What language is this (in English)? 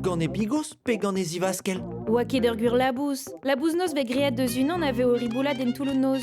Breton